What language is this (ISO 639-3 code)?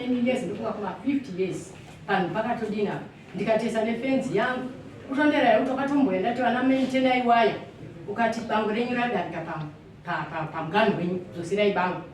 sna